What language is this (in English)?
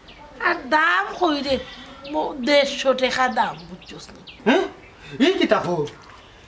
Sylheti